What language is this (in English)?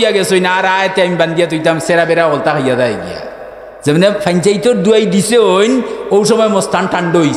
Sylheti